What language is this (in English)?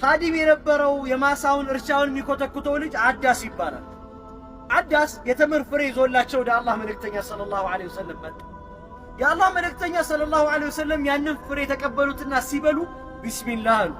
Amharic